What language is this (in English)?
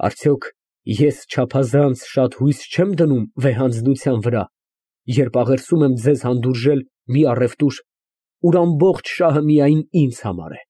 Armenian